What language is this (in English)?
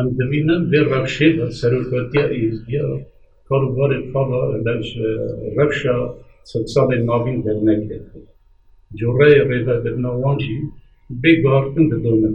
Kurdish